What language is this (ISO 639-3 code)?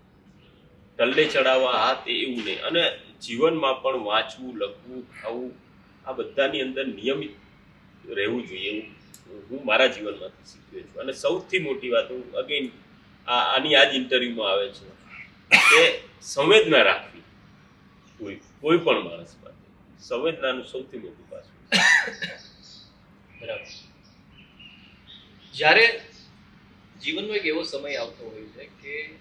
guj